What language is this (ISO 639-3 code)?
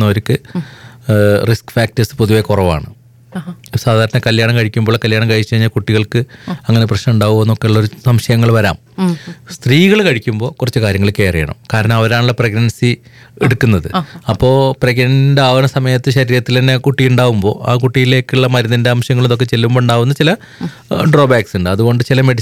mal